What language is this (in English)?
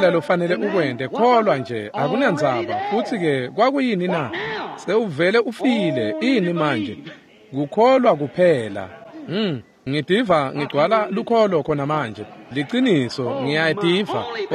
Swati